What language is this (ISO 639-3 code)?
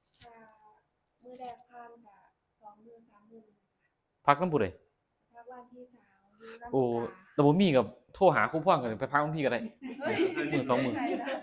tts